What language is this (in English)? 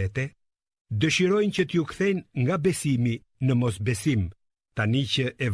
Albanian